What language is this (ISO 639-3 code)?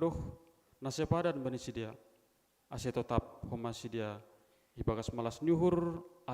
bts